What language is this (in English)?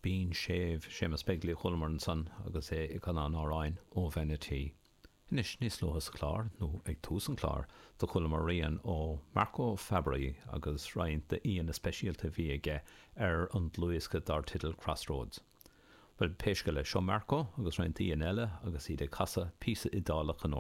Irish